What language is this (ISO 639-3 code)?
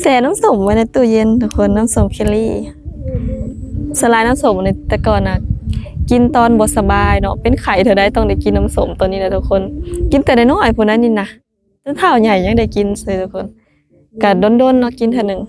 lao